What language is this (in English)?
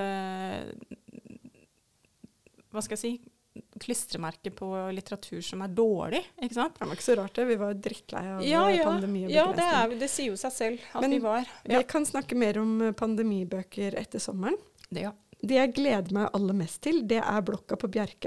Norwegian